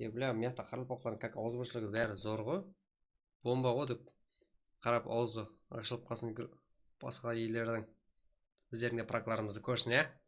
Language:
Kara-Kalpak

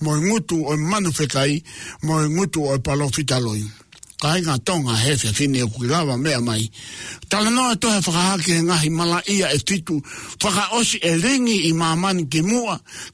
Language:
Tongan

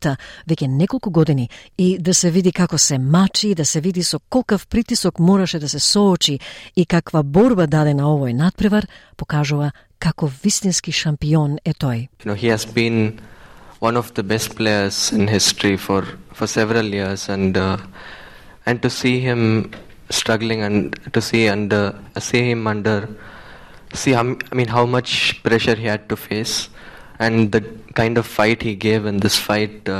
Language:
Macedonian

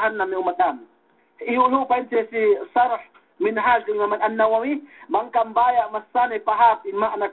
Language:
Yakan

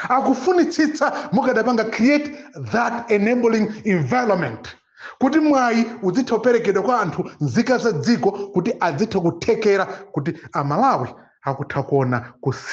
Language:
Nyanja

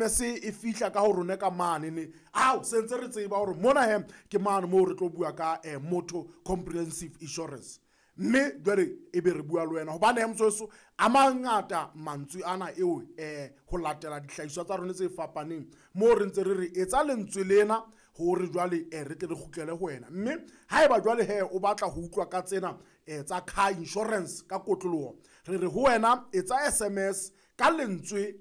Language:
Southern Sotho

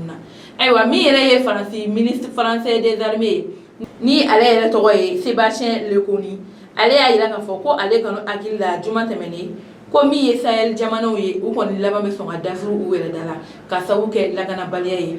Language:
Bambara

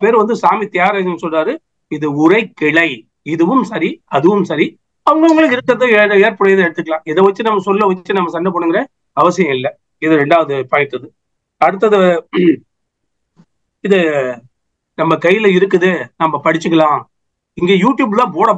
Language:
Tamil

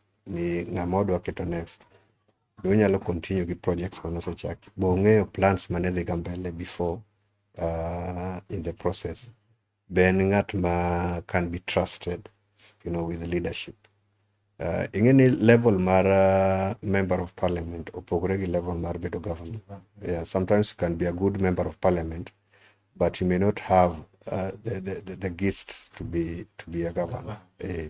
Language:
Luo (Kenya and Tanzania)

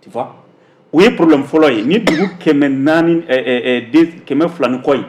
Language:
Bambara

